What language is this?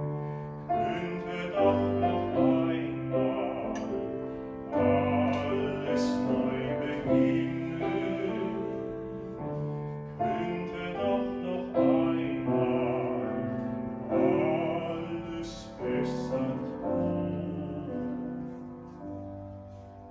German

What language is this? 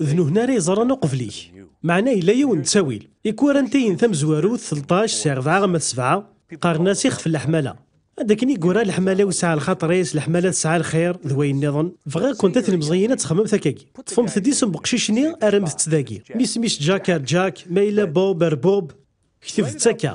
Kabyle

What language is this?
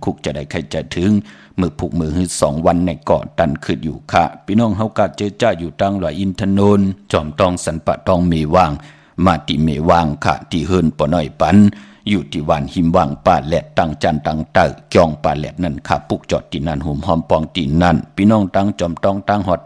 Shan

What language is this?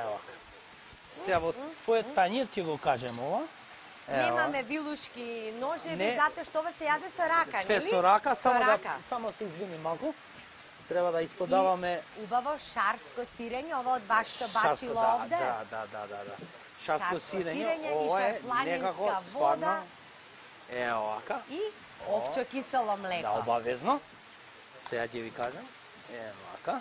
Macedonian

